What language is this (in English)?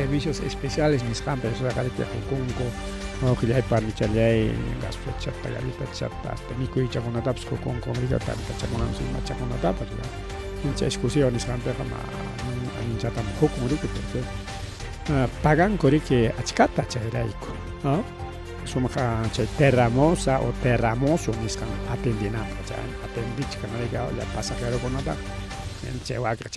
Ayacucho Quechua